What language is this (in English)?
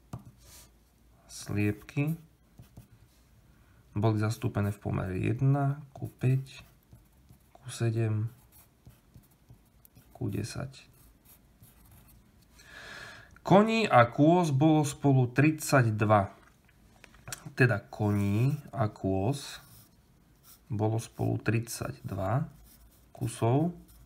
Slovak